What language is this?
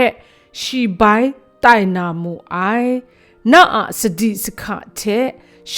Kachin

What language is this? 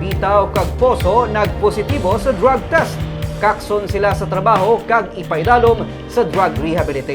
Hiligaynon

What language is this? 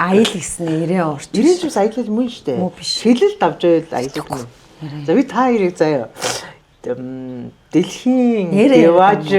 Mongolian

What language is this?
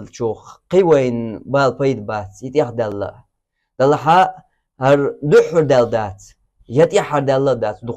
Chechen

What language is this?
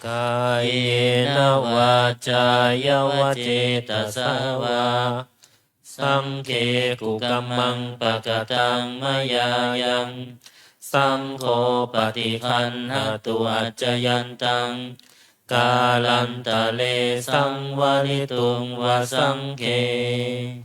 Pali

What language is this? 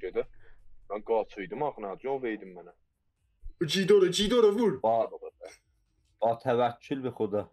South Azerbaijani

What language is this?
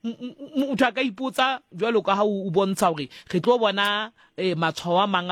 Southern Sotho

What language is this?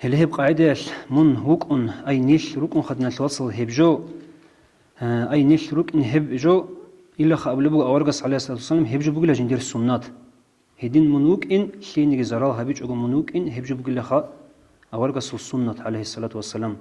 Avaric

